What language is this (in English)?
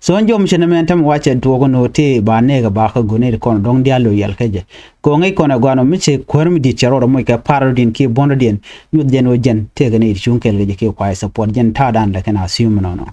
Nuer